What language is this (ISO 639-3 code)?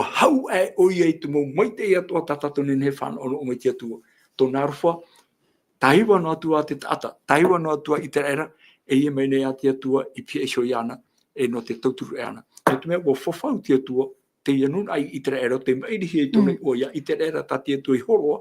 tah